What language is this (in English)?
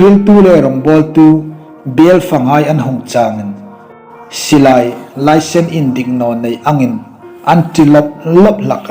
Hmar